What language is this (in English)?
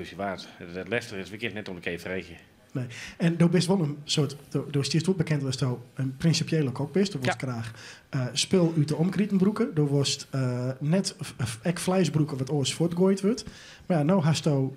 Western Frisian